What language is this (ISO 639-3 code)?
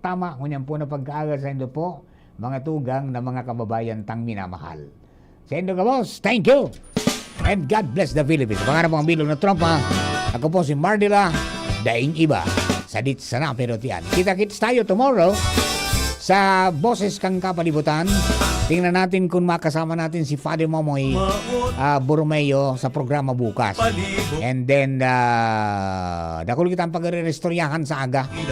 bik